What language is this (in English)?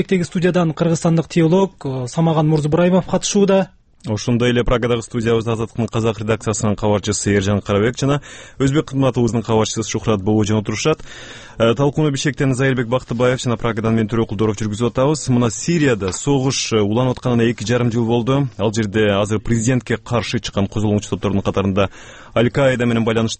Kyrgyz